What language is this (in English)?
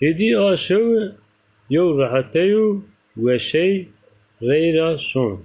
Zaza